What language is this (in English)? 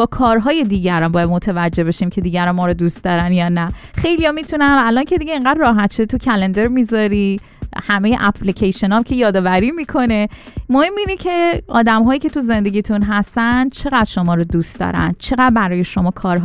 Persian